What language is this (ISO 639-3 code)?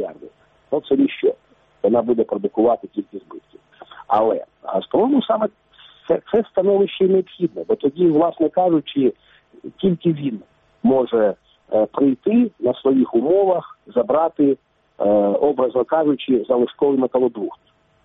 ukr